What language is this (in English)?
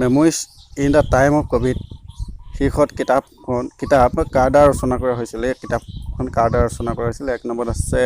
Assamese